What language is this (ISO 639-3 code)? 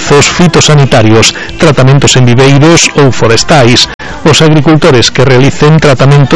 glg